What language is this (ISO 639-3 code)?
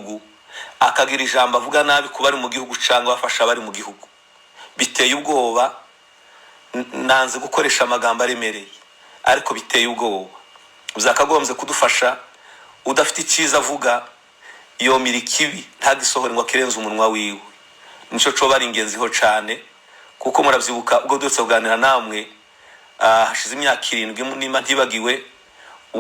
kin